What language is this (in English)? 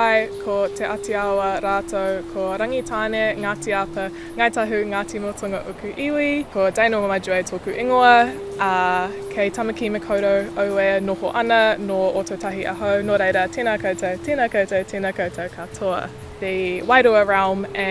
Māori